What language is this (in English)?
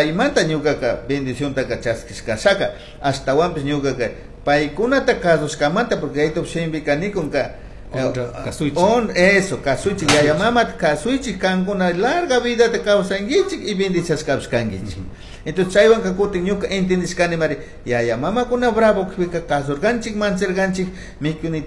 Chimborazo Highland Quichua